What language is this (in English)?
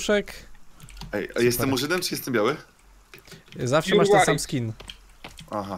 Polish